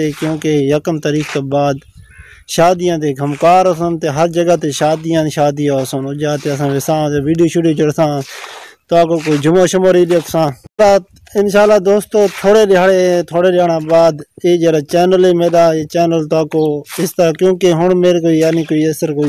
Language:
Saraiki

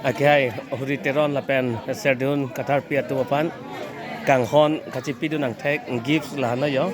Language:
Karbi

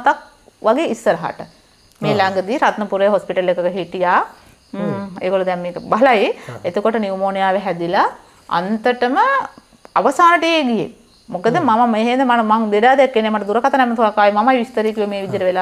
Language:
Sinhala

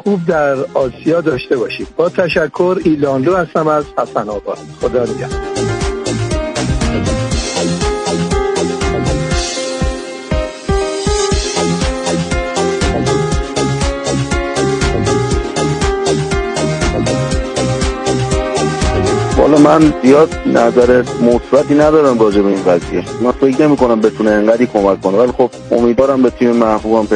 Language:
Persian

